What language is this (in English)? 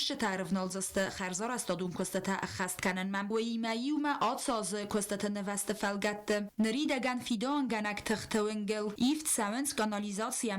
Ossetic